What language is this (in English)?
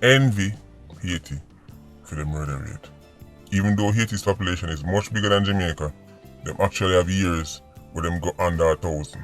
Jamaican Creole English